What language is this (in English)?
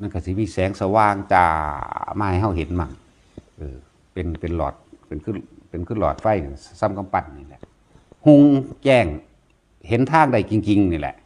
Northeastern Thai